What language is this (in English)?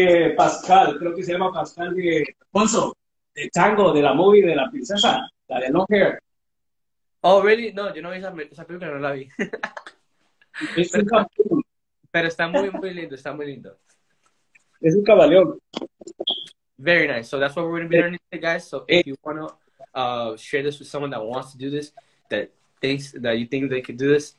Spanish